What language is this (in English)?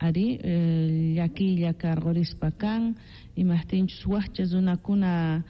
Quechua